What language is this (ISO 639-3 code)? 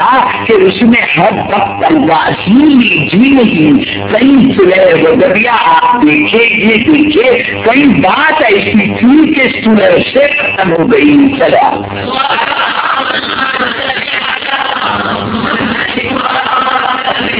urd